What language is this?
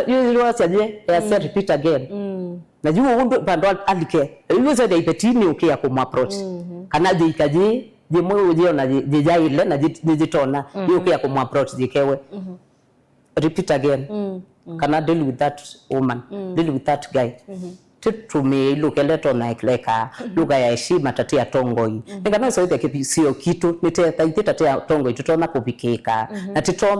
Kamba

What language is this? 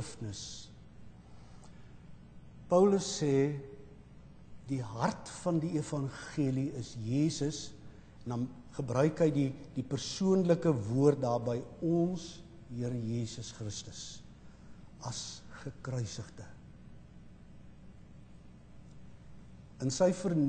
Afrikaans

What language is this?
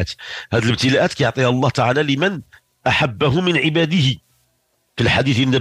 Moroccan Arabic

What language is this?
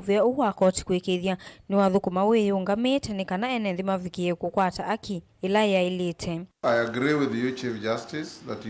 Kamba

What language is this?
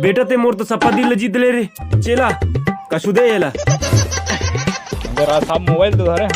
Chhattisgarhi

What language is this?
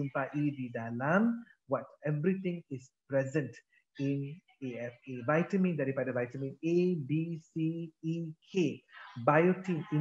Malay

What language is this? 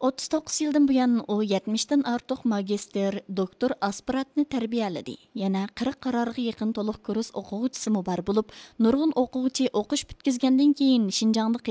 Uyghur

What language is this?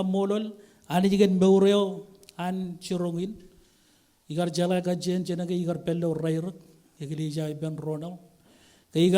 Marshallese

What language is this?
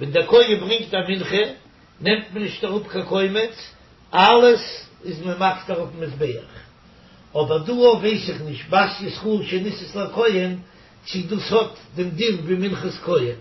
Yiddish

